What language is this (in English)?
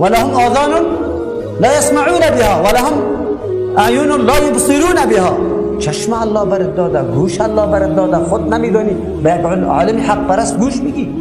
Persian